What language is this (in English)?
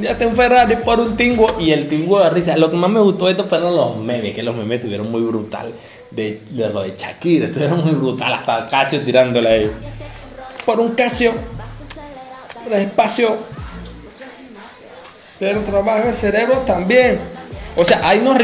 Spanish